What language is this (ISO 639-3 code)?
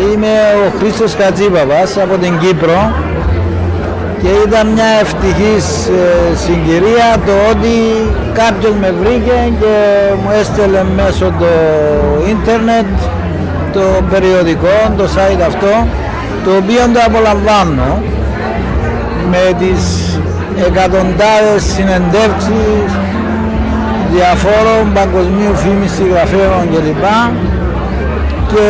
ell